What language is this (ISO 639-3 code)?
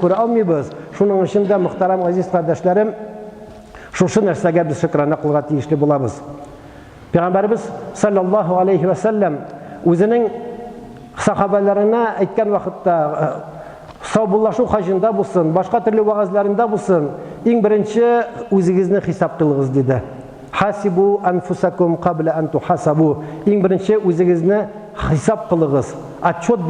tat